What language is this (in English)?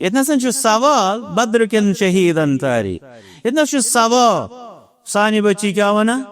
Kashmiri